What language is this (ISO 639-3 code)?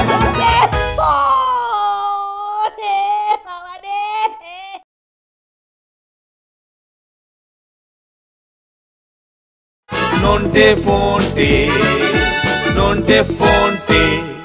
ben